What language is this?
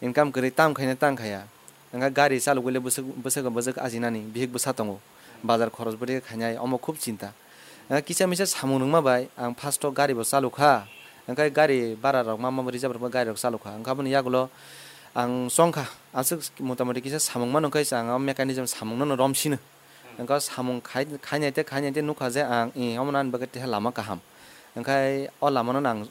Kok Borok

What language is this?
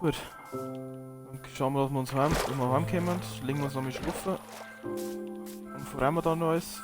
Bavarian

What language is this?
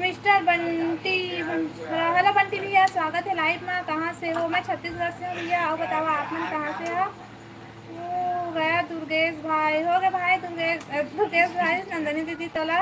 Chhattisgarhi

